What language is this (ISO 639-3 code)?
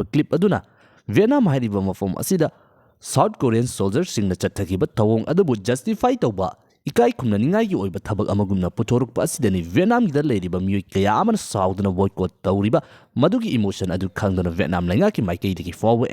mni